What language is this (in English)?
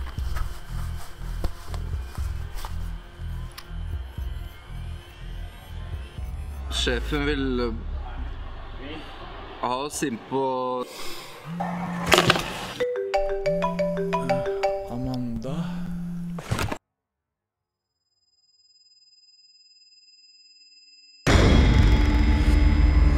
Norwegian